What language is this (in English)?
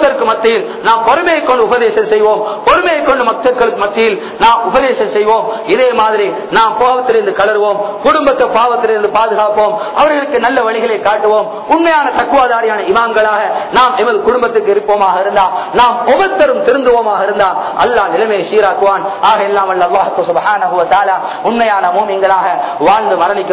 Tamil